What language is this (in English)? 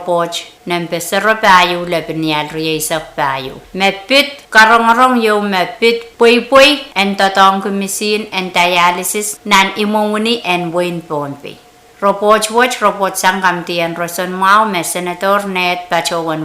Pohnpeian